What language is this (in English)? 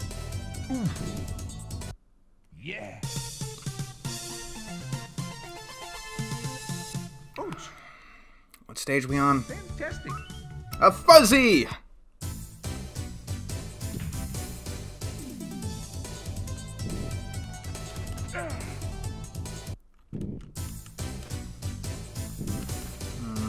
English